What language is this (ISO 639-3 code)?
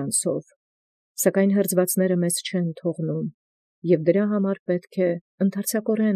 hye